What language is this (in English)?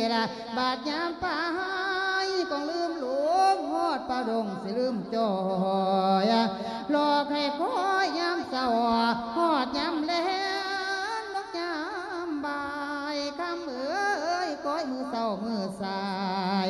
Lao